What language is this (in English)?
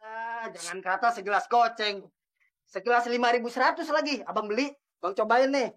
Betawi